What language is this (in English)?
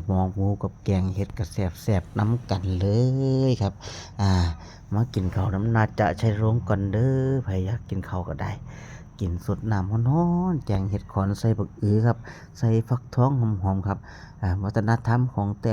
Lao